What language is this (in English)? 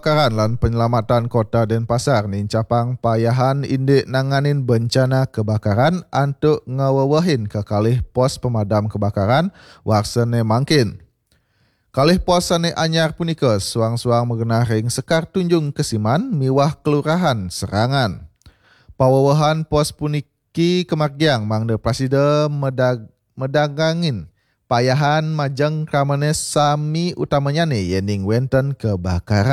Balinese